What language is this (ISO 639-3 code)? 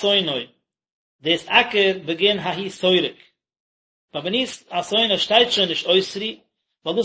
yid